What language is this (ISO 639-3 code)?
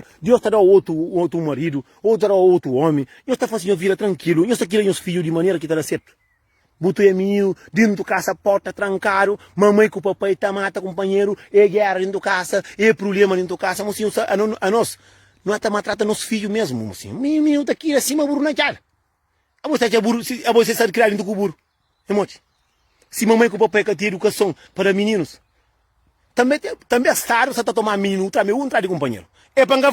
kea